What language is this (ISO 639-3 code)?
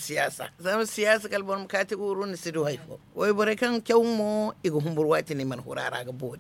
dje